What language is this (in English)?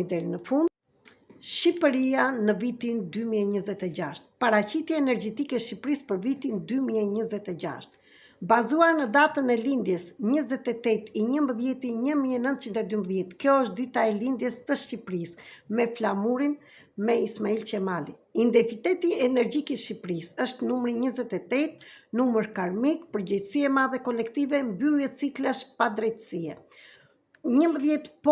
Albanian